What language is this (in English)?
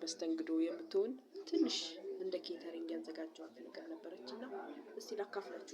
Amharic